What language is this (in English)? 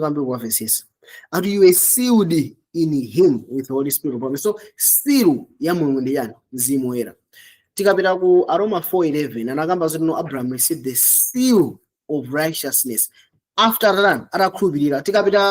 Nyanja